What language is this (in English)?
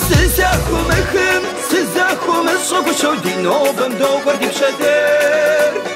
Kabardian